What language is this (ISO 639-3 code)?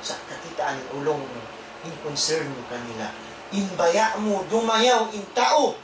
tsg